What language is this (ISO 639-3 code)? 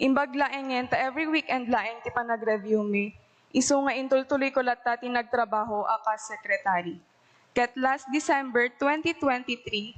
ilo